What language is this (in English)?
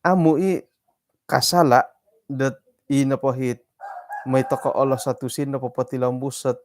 Central Dusun